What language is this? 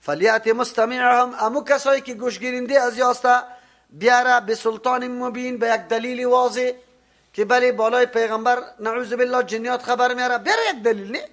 Persian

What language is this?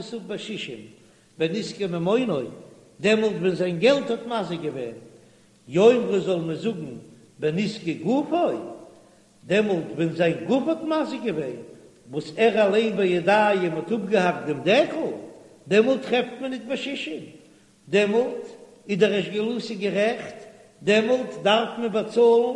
Yiddish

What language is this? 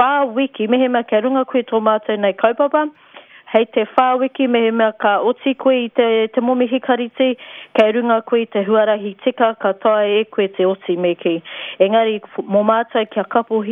Māori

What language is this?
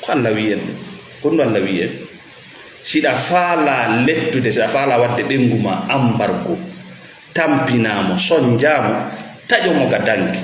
Fula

